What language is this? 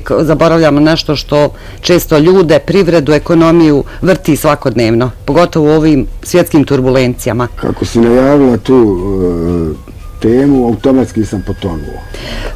Bosnian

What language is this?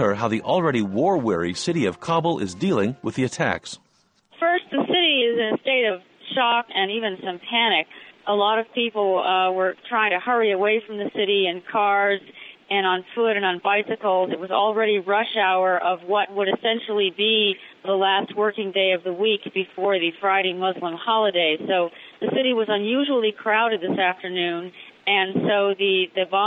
English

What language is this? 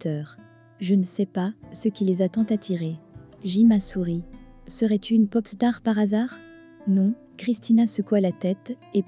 French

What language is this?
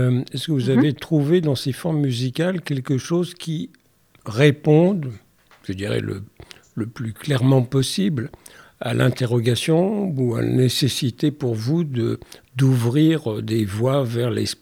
French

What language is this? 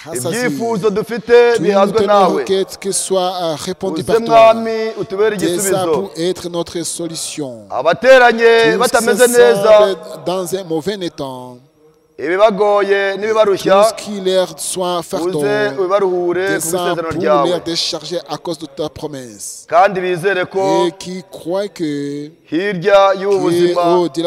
Kinyarwanda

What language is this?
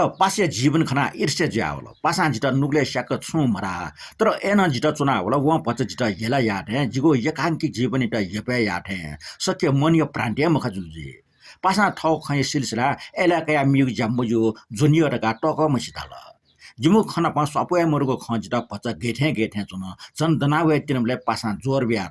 Newari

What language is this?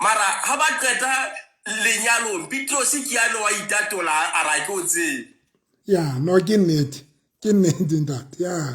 Southern Sotho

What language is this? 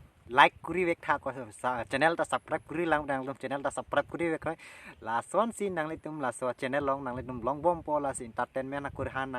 Karbi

